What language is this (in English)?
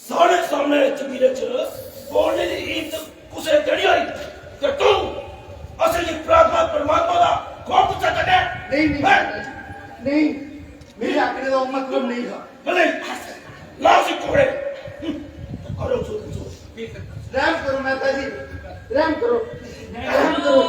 Dogri